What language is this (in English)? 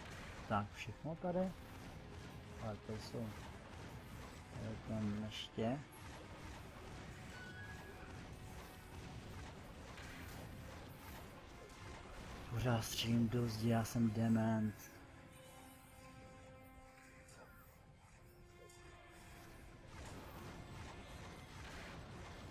Czech